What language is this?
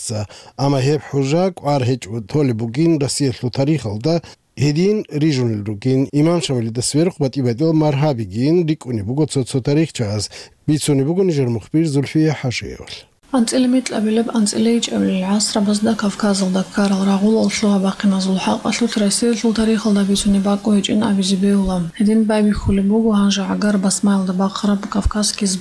Avaric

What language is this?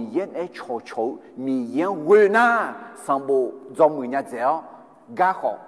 Akha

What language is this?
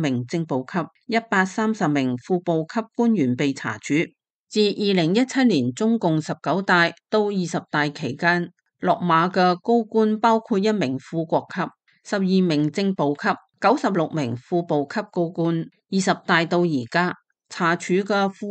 Cantonese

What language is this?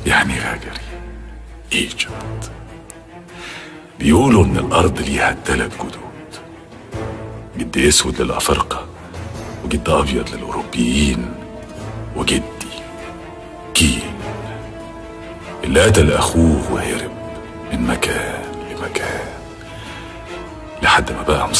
Egyptian Arabic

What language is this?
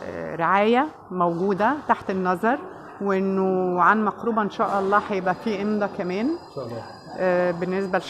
Egyptian Arabic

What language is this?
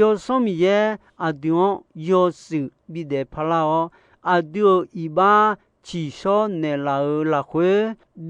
Akha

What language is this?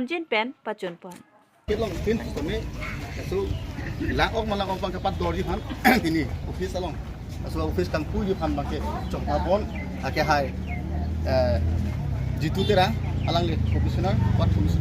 Karbi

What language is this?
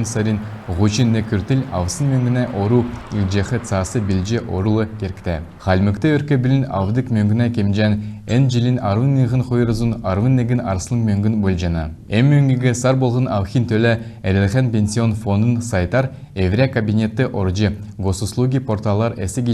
Kalmyk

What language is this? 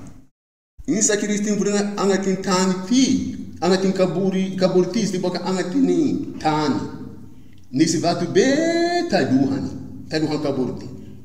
Bushi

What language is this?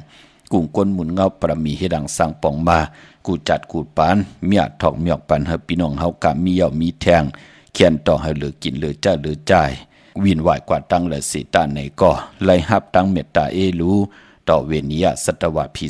Shan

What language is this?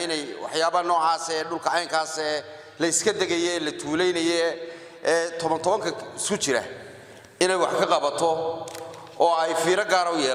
Somali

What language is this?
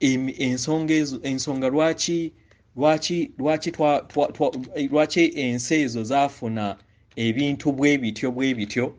Ganda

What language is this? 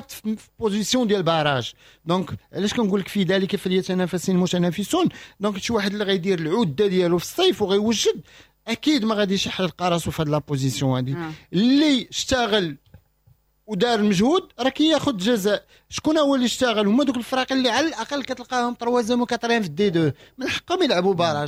Moroccan Arabic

